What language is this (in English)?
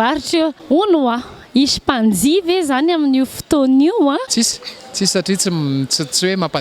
Malagasy